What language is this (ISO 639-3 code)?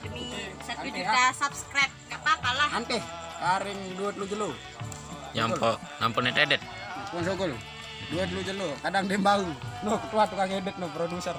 sas